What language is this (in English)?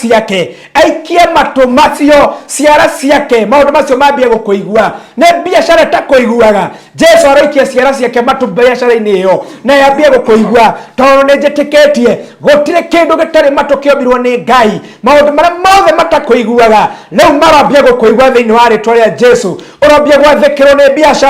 Kikuyu